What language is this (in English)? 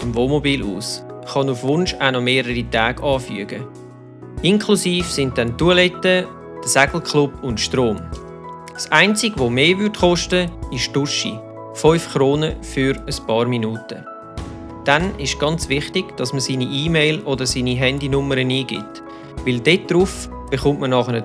Swiss German